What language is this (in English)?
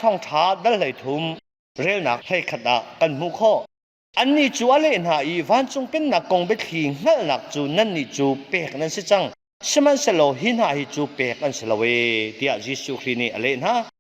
Hakha Chin